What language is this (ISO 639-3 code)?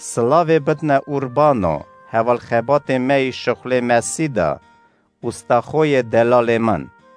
kur